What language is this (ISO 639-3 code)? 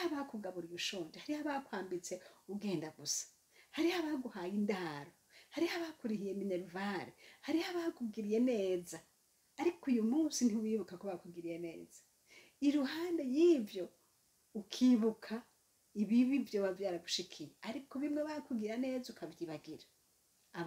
run